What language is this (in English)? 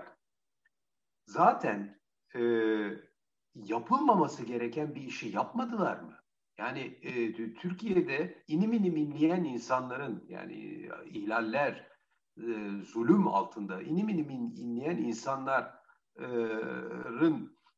Turkish